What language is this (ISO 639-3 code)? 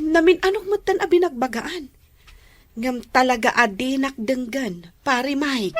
ilo